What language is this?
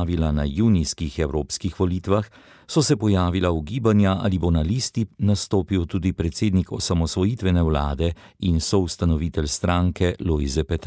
Slovenian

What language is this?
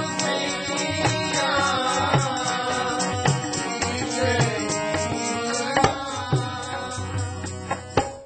Bhojpuri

